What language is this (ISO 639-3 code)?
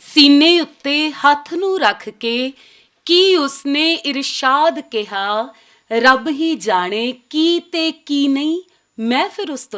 lah